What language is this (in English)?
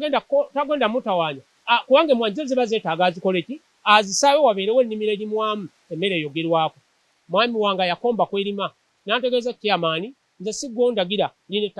Ganda